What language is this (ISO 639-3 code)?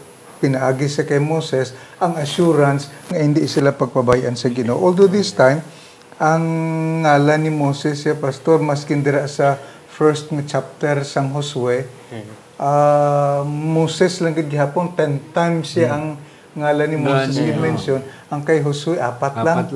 hil